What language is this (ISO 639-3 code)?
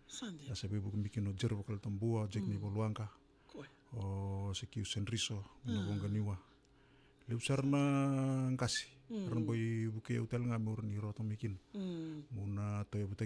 fij